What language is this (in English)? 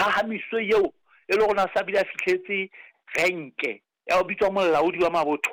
Southern Sotho